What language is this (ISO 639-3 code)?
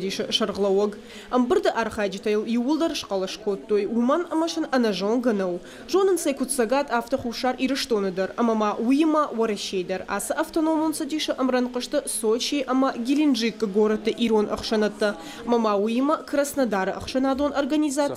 oss